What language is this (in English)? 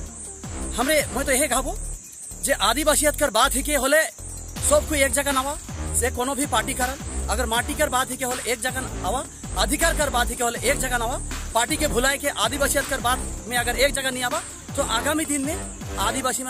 Sadri